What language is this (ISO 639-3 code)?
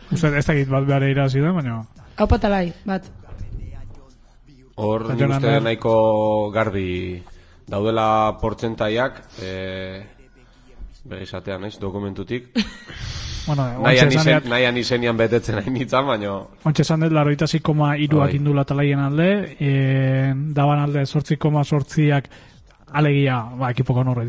eus